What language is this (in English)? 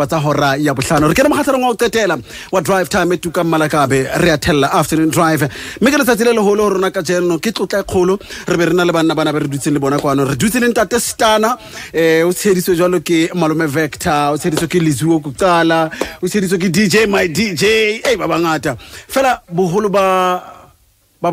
Southern Sotho